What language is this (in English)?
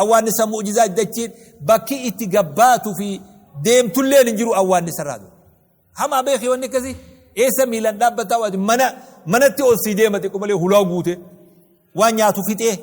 Oromo